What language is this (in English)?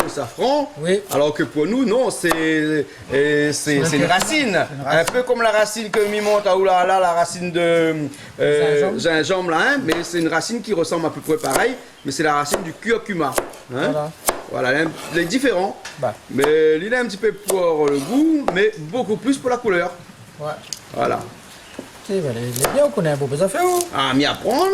Réunion Creole French